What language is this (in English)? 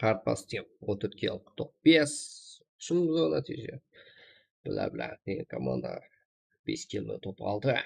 Kara-Kalpak